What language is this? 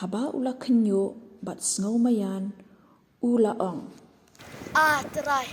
Khasi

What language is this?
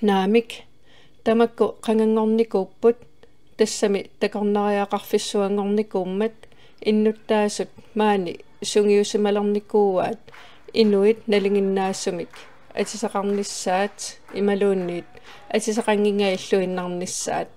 Kalaallisut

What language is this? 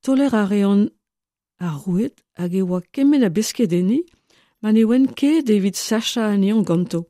Breton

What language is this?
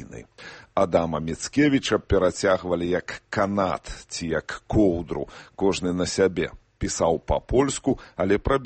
Belarusian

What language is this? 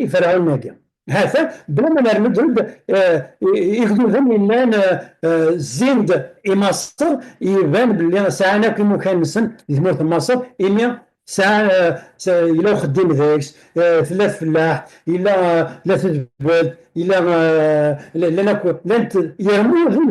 Kabyle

